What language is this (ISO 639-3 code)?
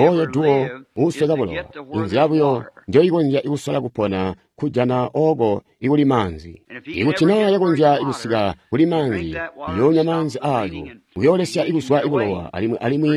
toi